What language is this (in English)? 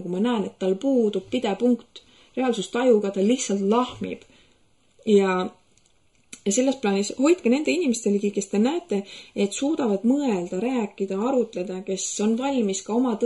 Estonian